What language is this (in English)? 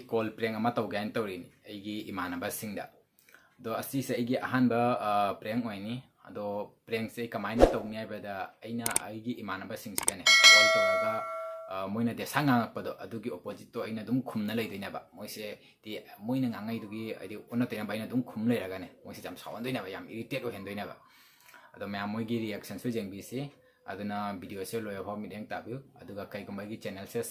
Manipuri